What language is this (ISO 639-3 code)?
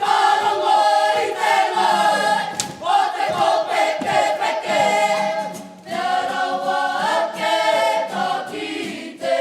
mri